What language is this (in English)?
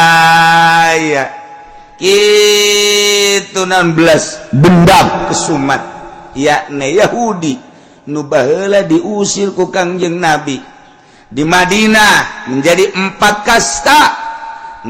Sundanese